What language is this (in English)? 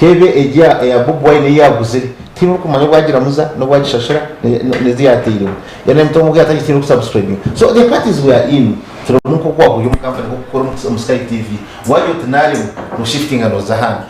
Nyankole